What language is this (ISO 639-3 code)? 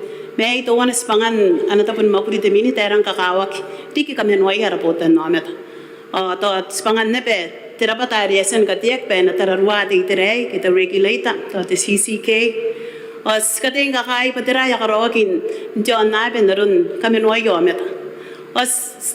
gil